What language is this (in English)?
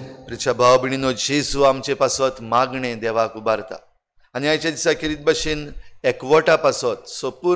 Konkani